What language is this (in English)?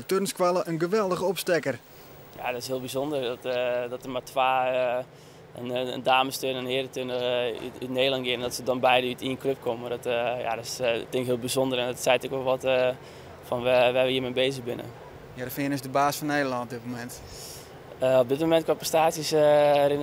Western Frisian